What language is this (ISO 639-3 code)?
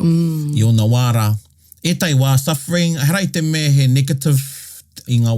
mri